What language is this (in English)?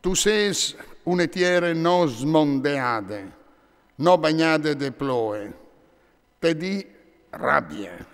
Friulian